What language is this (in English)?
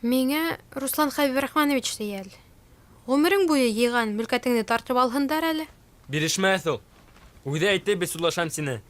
Bashkir